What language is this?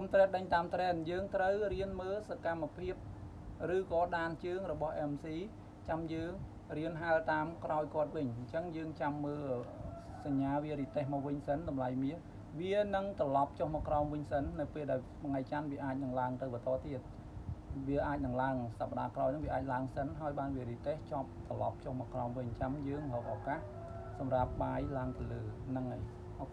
Khmer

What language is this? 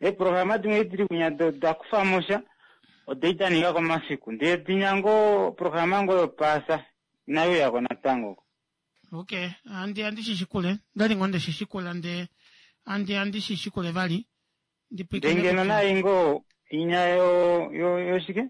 Kuanyama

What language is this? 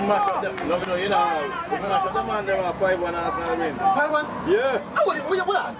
Jamaican Creole English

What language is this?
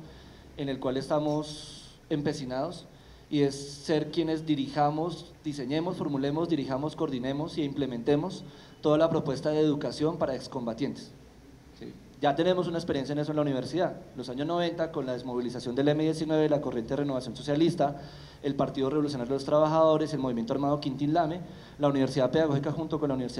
Spanish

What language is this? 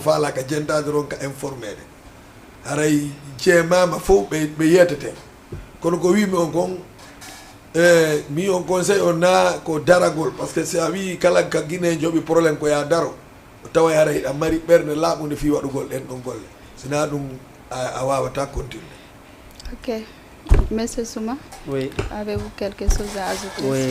Fula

